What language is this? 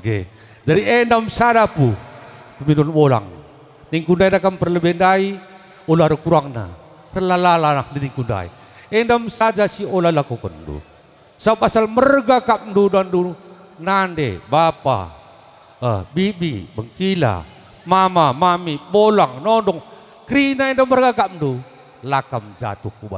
Batak Karo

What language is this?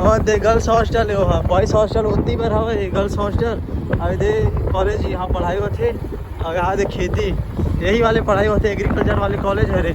Chhattisgarhi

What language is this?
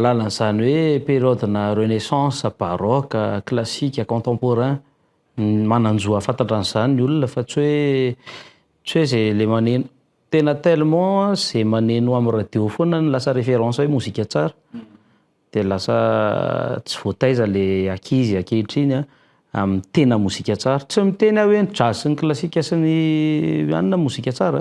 Malagasy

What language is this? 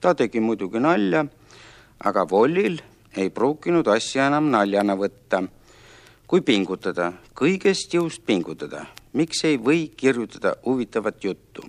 Estonian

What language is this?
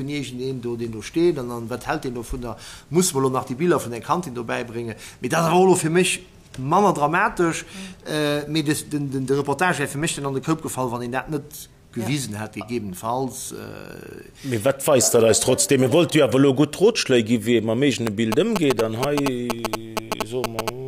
Luxembourgish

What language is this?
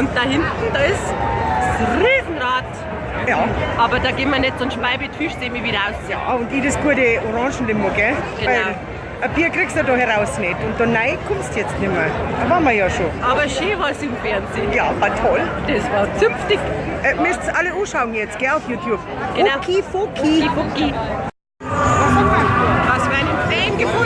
Bavarian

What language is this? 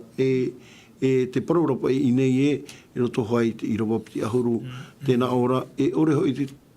Tahitian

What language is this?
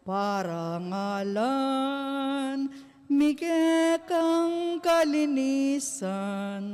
Pampanga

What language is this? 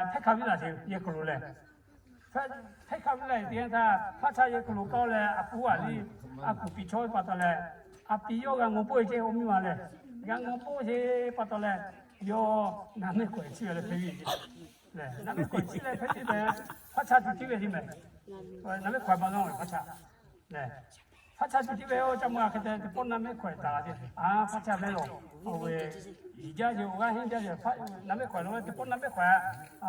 Lahu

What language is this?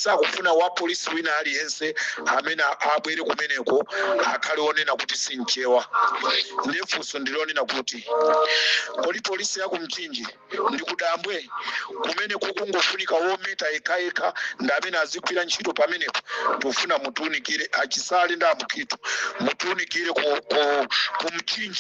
Nyanja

